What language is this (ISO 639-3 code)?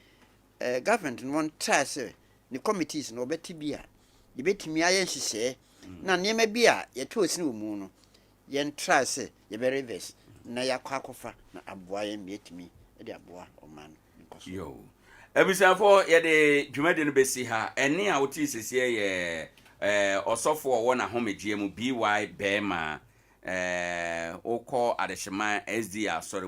aka